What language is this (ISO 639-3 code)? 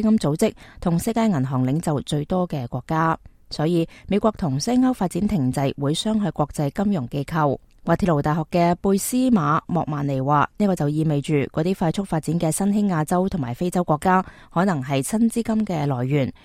yue